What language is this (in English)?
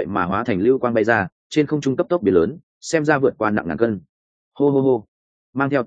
Vietnamese